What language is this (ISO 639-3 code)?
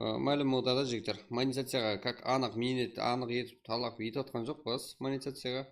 kaa